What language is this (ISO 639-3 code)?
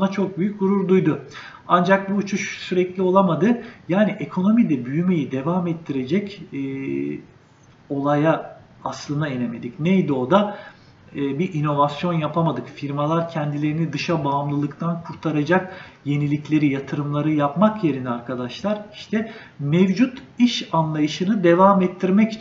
tur